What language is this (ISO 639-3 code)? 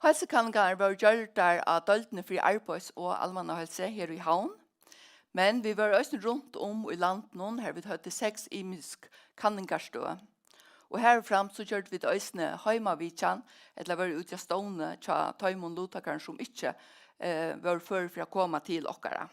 fao